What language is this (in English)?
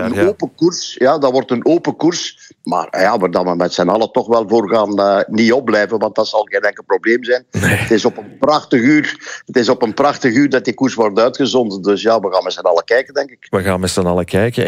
Dutch